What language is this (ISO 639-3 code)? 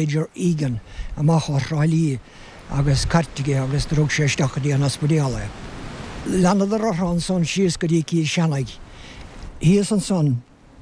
gle